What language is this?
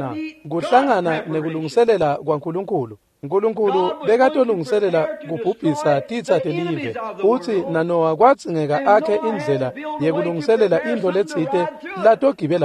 Swati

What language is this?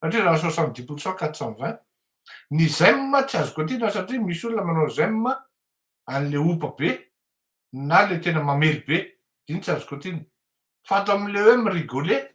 Malagasy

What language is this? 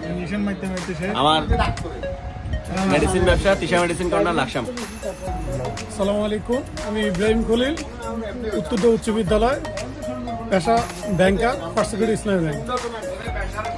Bangla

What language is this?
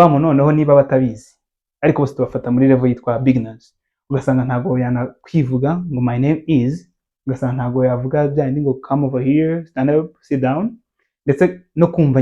Kinyarwanda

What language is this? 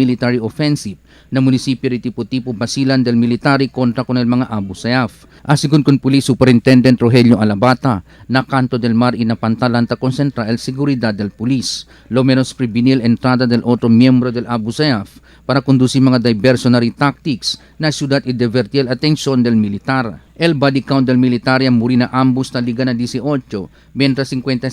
Chavacano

